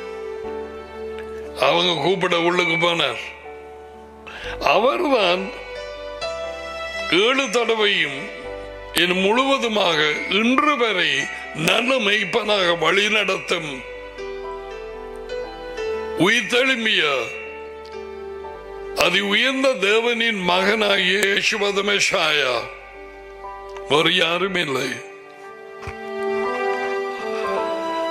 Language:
Tamil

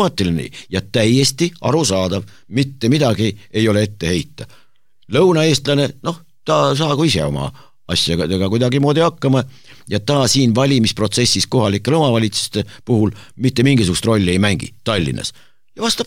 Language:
Estonian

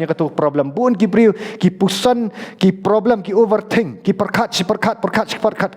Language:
Khasi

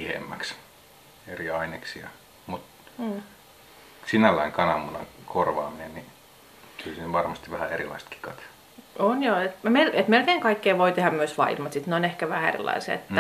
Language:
Finnish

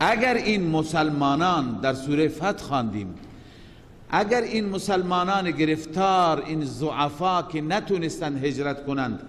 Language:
Persian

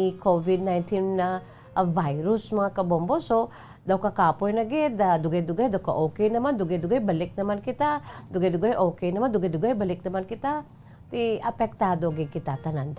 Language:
Hiligaynon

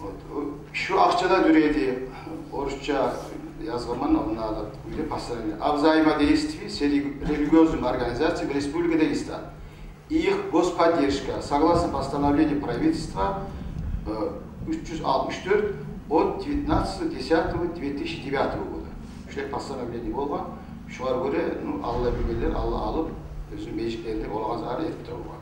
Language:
Kumyk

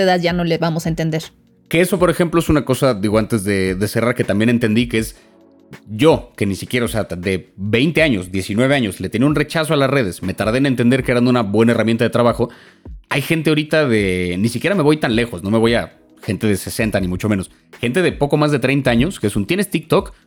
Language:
Spanish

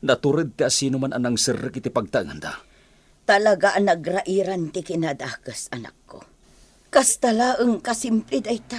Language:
Iloko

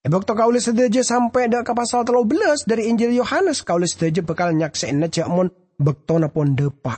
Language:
Madurese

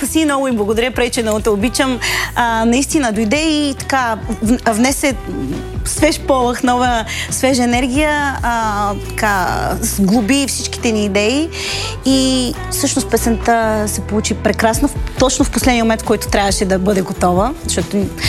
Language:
Bulgarian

